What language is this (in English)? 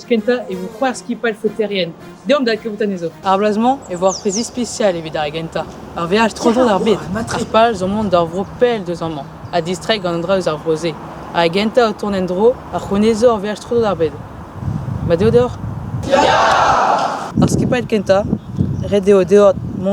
Breton